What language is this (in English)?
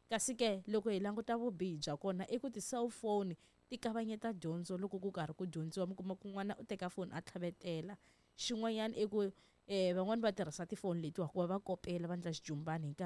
Tsonga